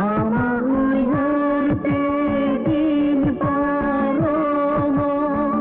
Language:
Santali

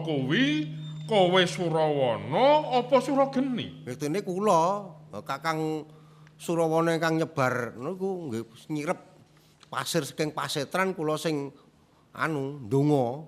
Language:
Javanese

